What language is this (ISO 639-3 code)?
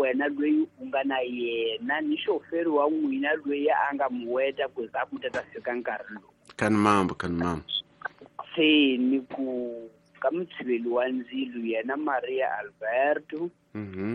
tso